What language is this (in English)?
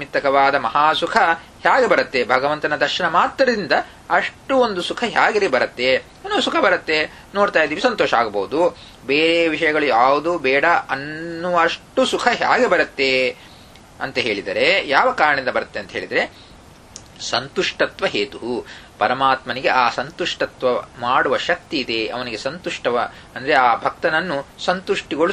Kannada